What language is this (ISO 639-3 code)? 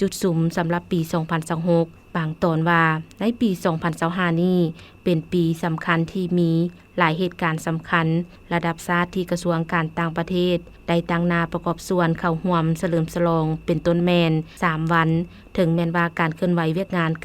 lao